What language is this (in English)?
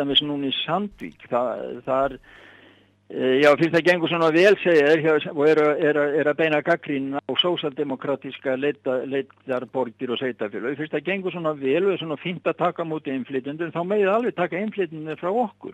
Icelandic